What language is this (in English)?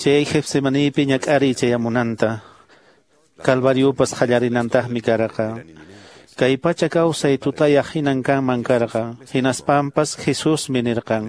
Quechua